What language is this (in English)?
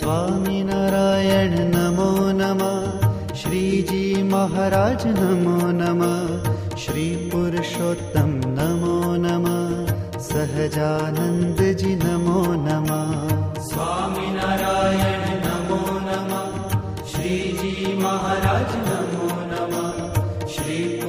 Hindi